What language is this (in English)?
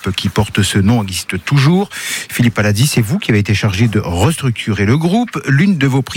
French